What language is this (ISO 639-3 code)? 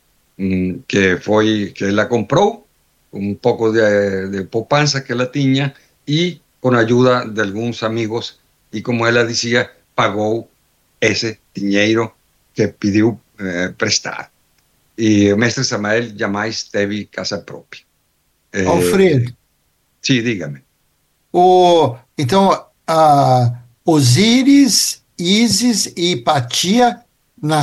por